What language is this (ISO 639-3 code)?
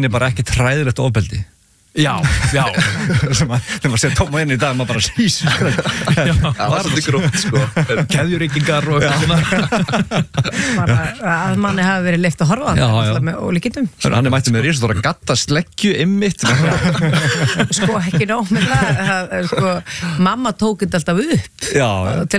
isl